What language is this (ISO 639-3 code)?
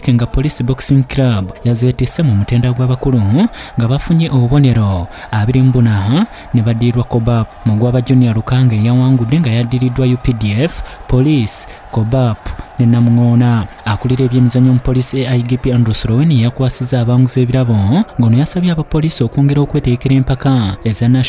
lug